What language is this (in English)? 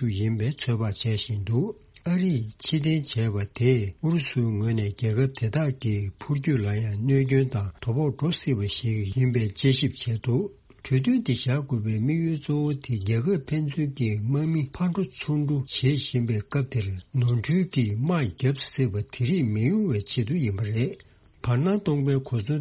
Tibetan